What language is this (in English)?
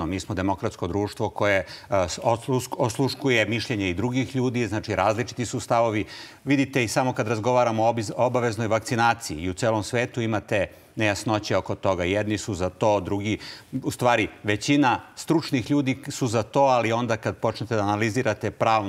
Serbian